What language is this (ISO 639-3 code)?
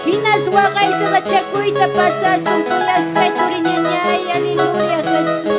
quy